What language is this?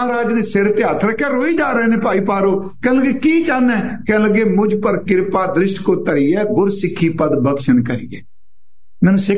Punjabi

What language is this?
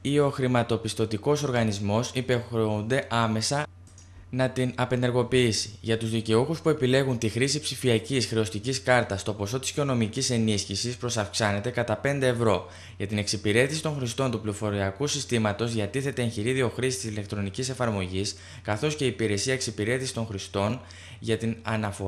Greek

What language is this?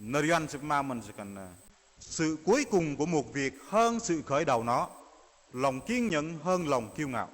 Bahnar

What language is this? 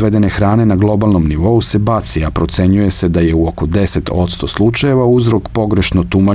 Serbian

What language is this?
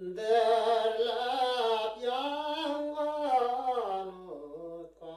Bashkir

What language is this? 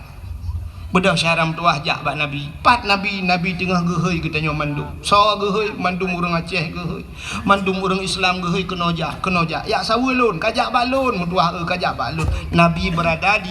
Achinese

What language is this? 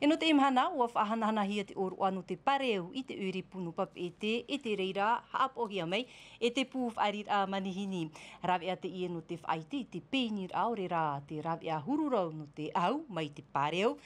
Tahitian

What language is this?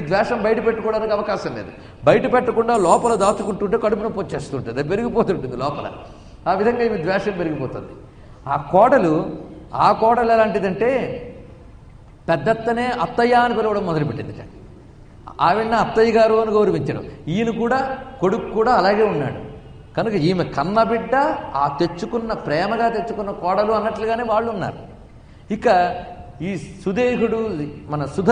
Telugu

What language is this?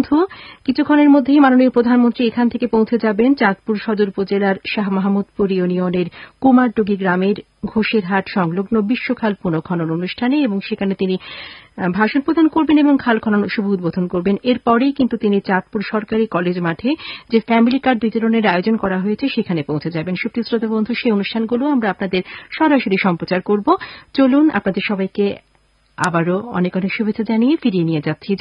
Bangla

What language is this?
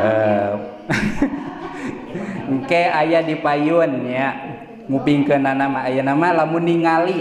Sundanese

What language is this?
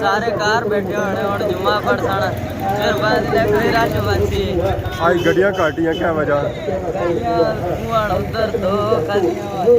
Pahari-Potwari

